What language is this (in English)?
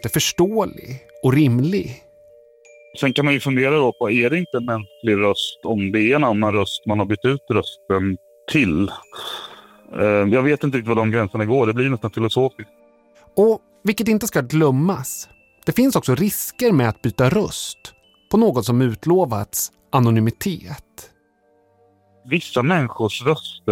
Swedish